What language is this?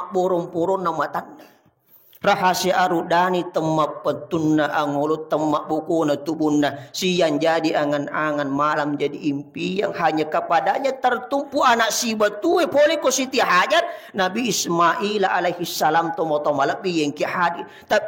Buginese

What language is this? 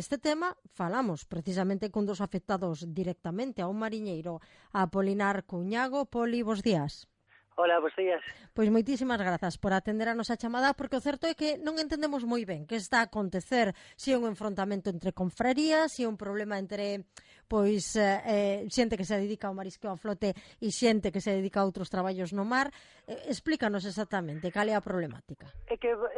Galician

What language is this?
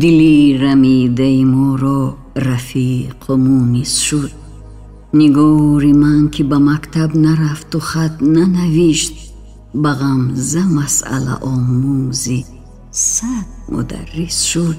Tajik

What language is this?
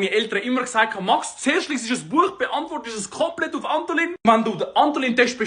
Swiss German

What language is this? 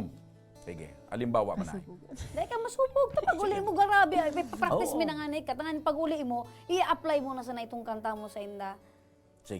Bikol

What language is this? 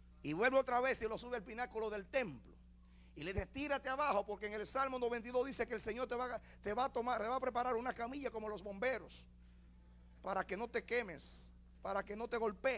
Spanish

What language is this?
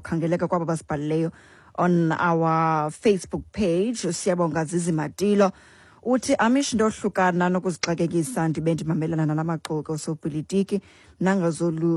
Xhosa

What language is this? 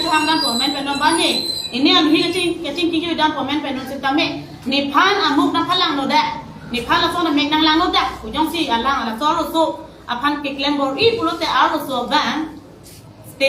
Karbi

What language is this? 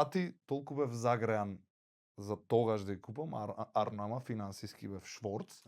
Macedonian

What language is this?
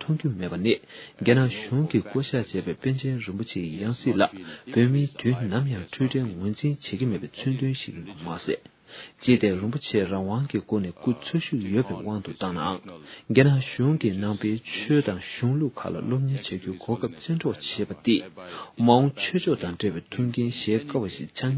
Tibetan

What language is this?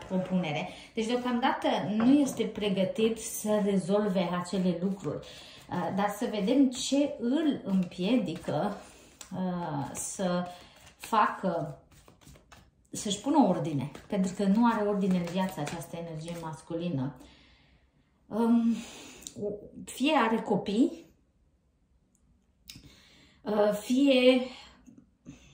Romanian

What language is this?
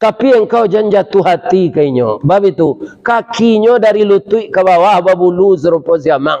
Minangkabau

